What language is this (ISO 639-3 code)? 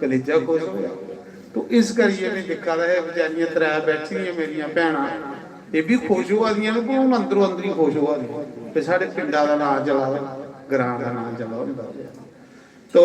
doi